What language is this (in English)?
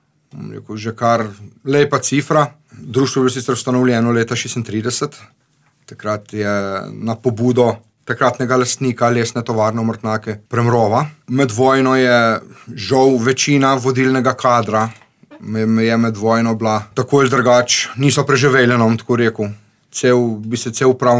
Slovenian